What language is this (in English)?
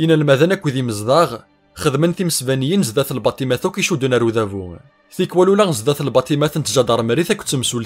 Kabyle